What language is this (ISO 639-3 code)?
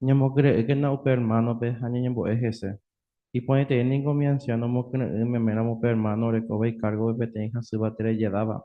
grn